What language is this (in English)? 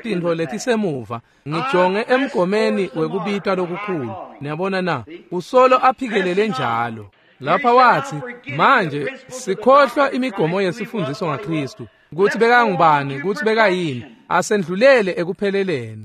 Swati